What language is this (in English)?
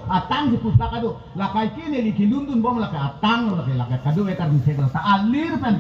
Karbi